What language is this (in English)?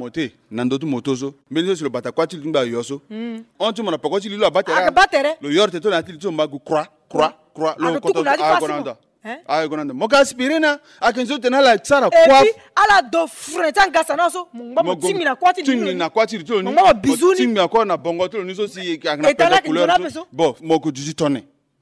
Sango